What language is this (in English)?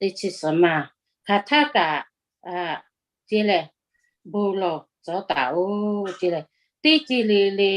Lahu